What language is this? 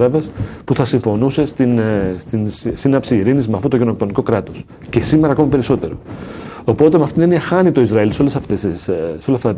Greek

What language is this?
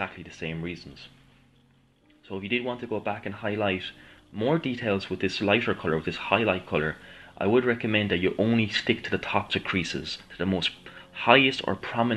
English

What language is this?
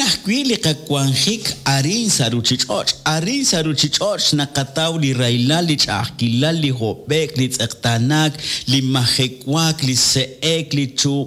Kekchí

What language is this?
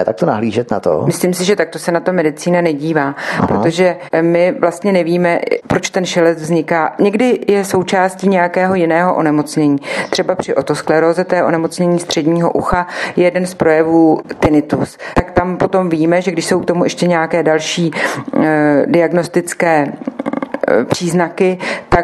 Czech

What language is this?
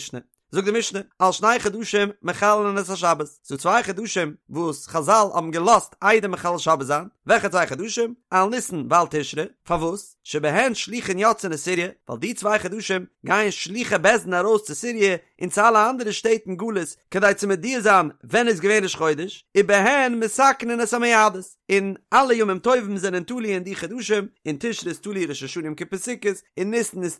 Yiddish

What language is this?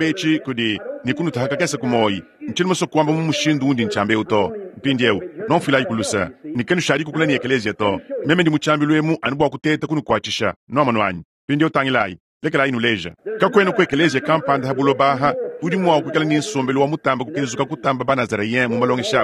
Luba-Lulua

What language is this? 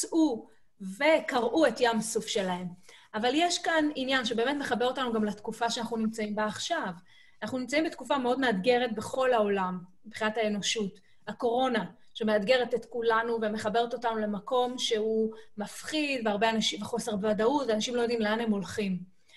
Hebrew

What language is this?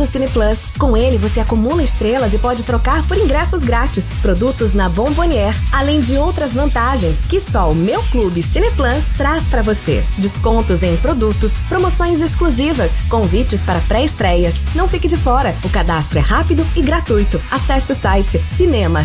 Portuguese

